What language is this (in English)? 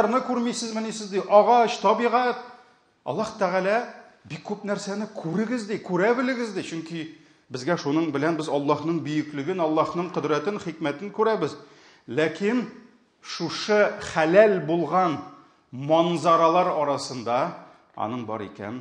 Tatar